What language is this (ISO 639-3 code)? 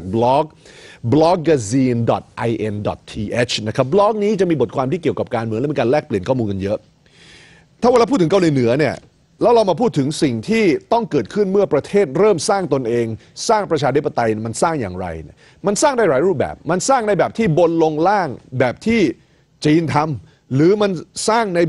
tha